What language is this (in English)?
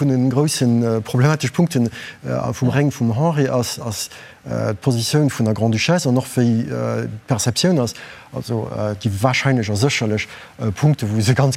Luxembourgish